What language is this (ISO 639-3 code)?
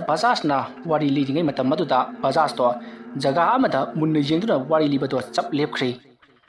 mni